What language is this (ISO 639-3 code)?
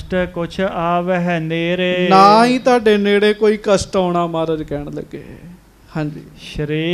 pan